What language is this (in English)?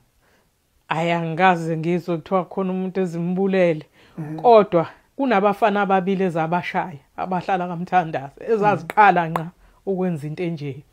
Zulu